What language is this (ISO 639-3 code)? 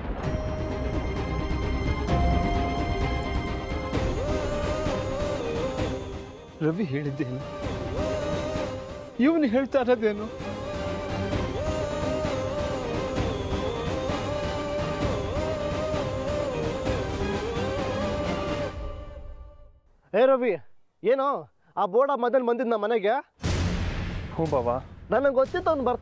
kan